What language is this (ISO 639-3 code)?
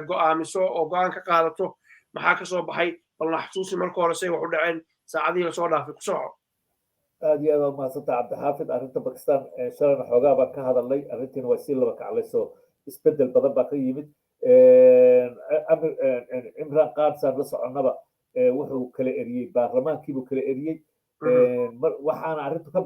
som